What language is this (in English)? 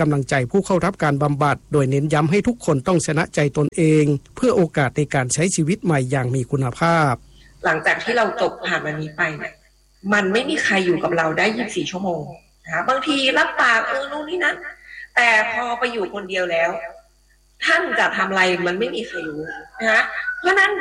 Thai